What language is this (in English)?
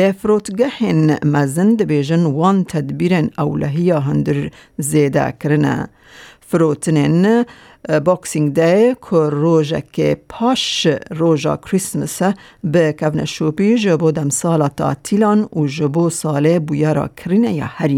Kurdish